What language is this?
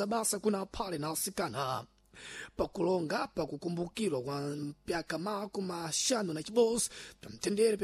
Sena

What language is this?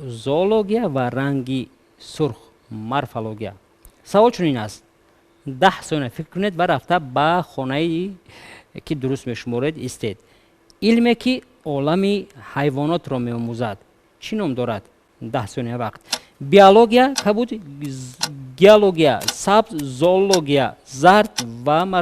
Tajik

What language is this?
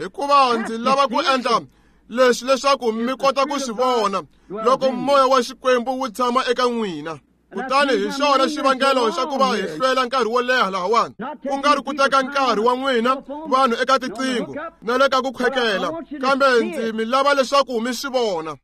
Tsonga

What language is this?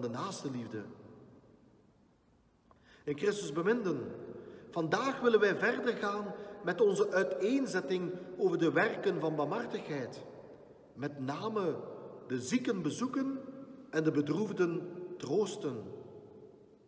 Dutch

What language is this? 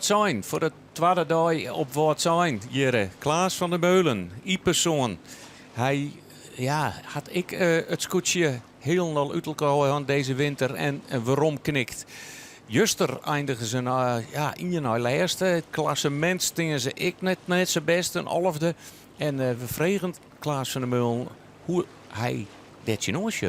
Western Frisian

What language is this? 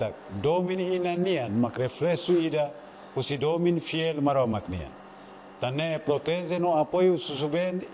Tetum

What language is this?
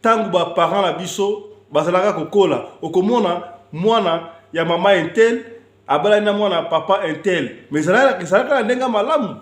Lingala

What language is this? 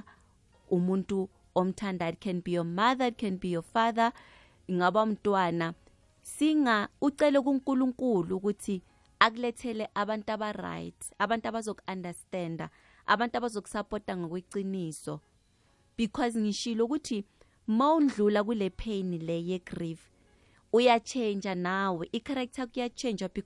South Ndebele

